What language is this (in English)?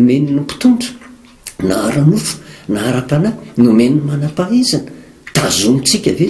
Malagasy